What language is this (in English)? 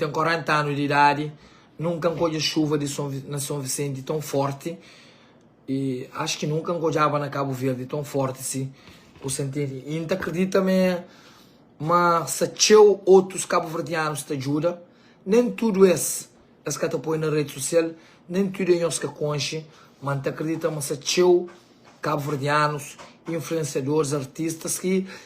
Kabuverdianu